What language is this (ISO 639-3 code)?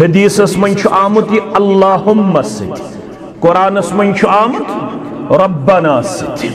kas